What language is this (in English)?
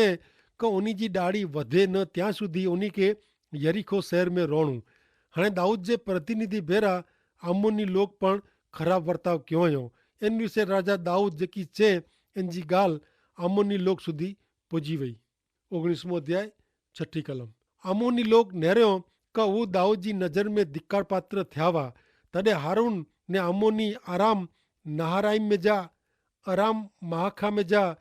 Kachhi